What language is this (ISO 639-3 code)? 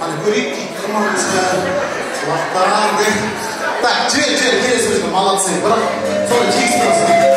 kaa